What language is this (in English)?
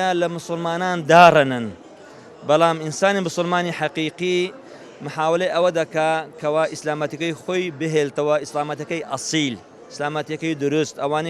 Central Kurdish